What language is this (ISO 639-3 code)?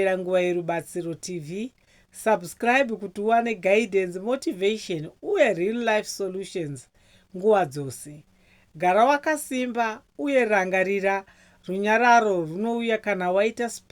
sna